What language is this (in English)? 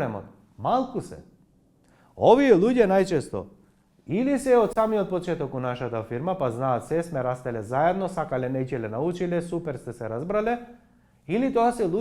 Macedonian